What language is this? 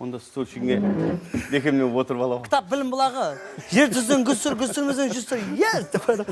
Kara-Kalpak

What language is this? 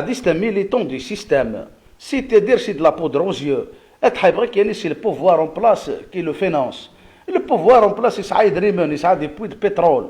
Kabyle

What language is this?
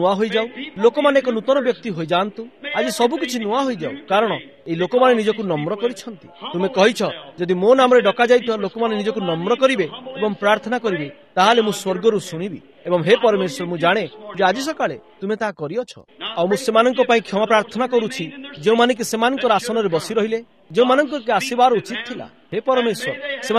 Odia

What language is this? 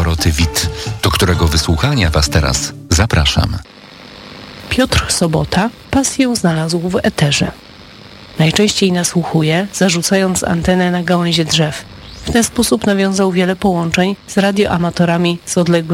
Polish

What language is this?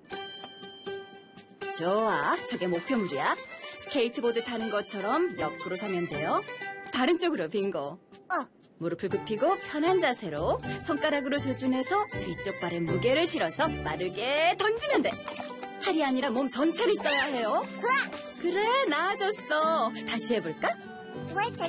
Korean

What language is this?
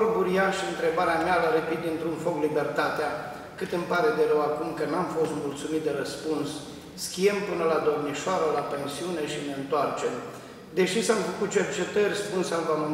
Romanian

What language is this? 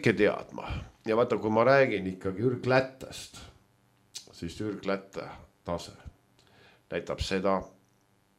Estonian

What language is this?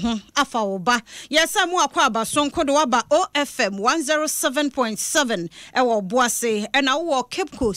Akan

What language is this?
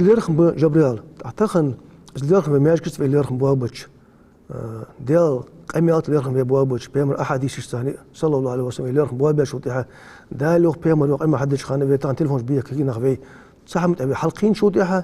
Ingush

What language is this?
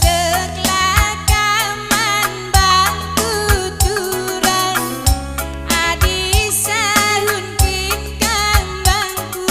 Batak Karo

